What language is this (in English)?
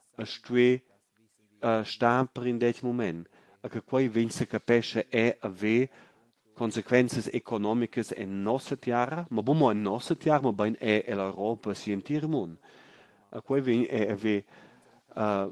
Romansh